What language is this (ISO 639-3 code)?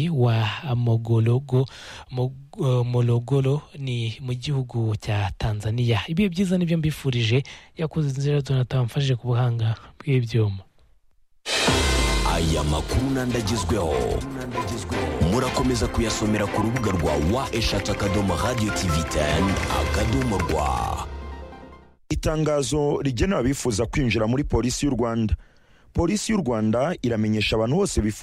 kin